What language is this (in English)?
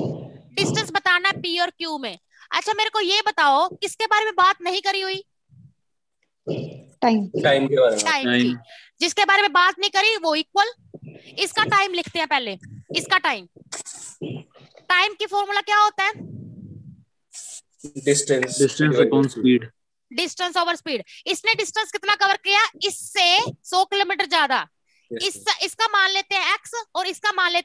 Hindi